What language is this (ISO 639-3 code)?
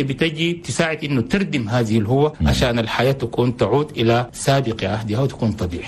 shu